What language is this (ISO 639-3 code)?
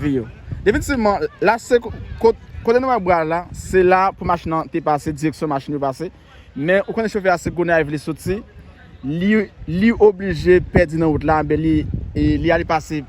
hat